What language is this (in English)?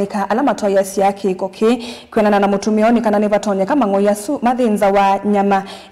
Kamba